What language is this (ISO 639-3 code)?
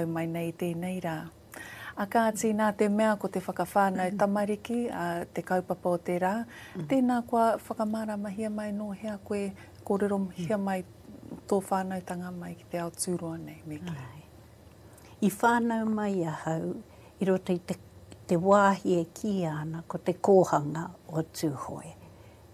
mri